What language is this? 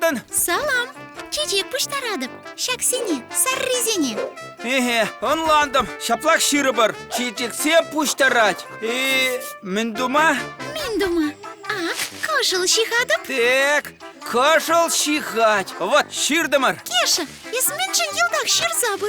Chuvash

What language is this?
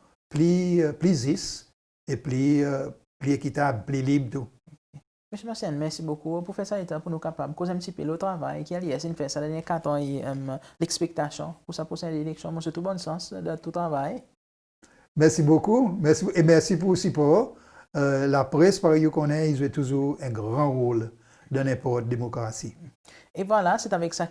Seselwa Creole French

